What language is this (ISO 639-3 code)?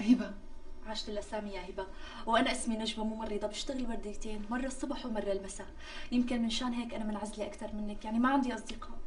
apc